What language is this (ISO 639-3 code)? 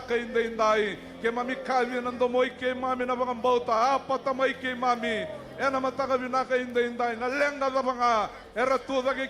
fij